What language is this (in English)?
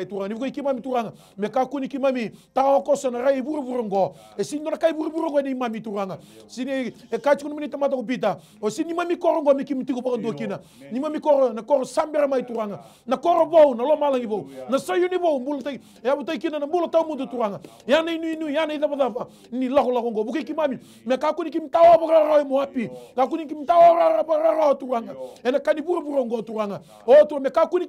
Fijian